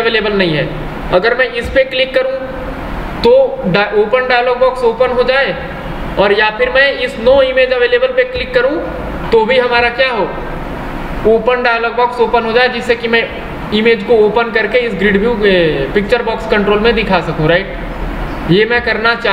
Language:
Hindi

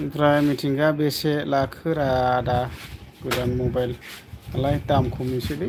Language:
Bodo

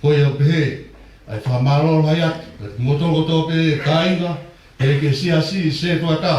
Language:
Tongan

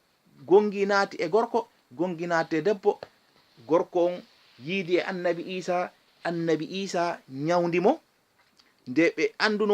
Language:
Fula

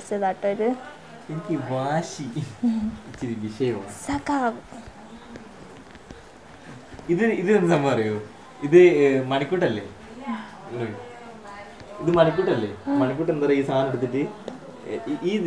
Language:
Malayalam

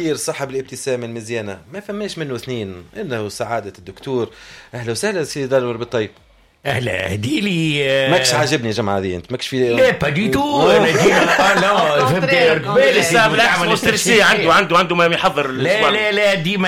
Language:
Tunisian Arabic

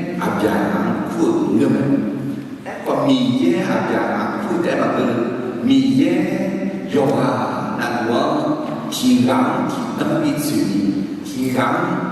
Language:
Akha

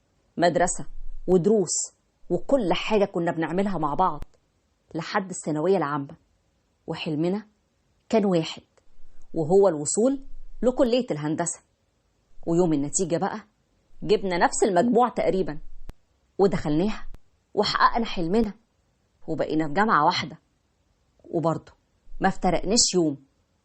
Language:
Egyptian Arabic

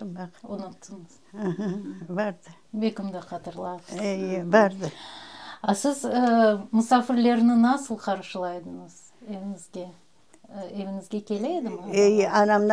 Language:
Crimean Tatar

